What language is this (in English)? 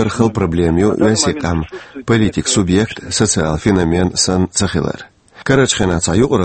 Chechen